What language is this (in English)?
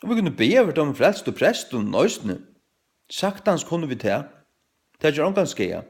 Faroese